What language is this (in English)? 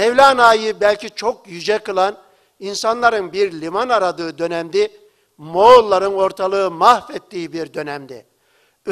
Turkish